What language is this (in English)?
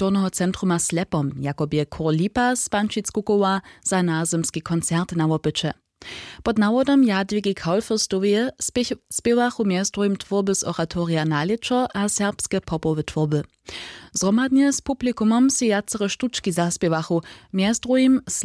Upper Sorbian